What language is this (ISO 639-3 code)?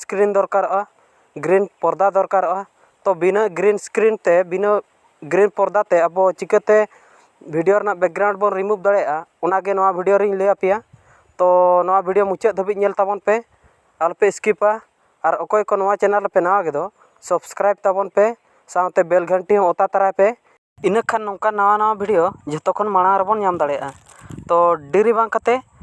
sat